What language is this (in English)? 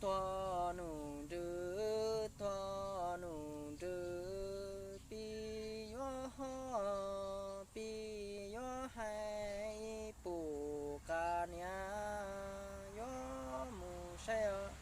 Hmong